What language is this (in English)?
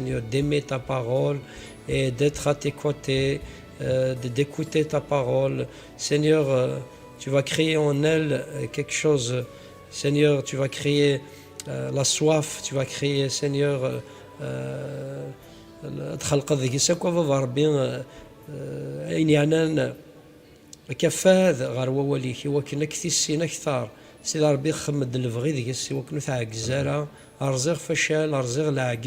Kabyle